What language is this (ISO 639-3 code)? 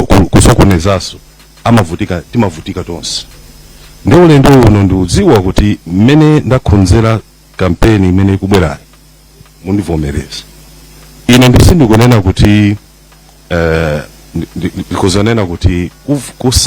nya